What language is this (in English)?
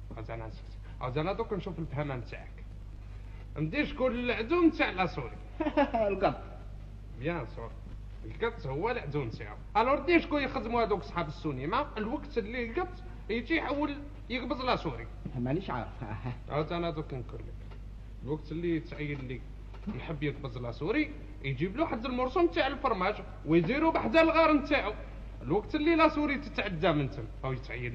Algerian Arabic